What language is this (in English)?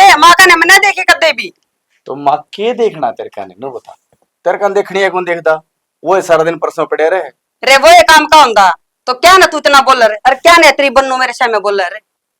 Haryanvi